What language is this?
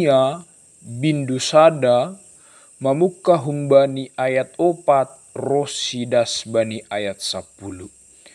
Batak Simalungun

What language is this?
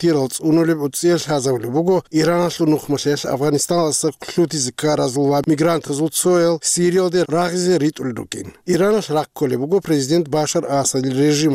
Avaric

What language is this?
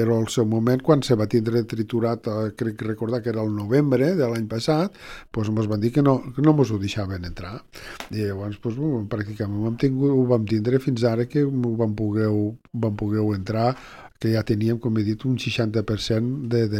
Catalan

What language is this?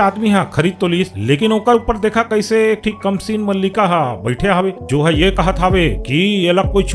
Chhattisgarhi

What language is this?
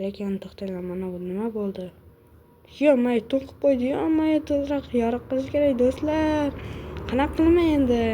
Uzbek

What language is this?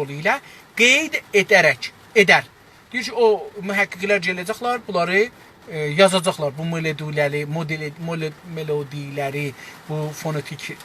South Azerbaijani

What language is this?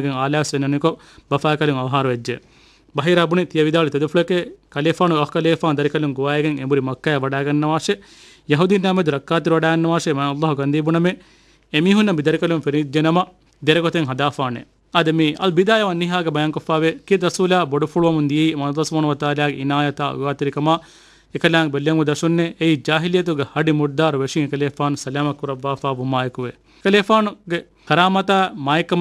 Divehi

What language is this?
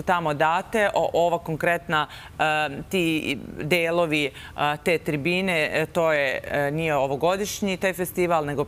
Serbian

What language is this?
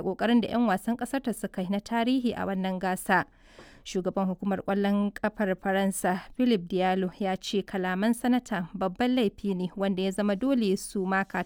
Hausa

